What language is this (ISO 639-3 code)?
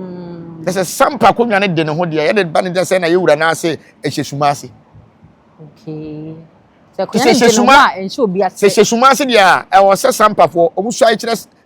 aka